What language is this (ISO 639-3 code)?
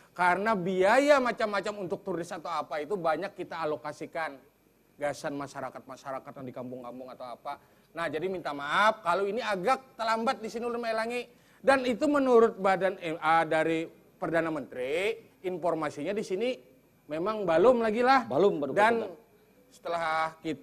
bjn